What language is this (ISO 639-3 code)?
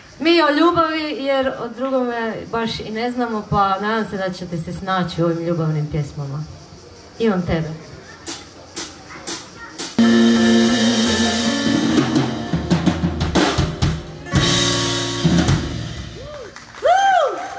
hrv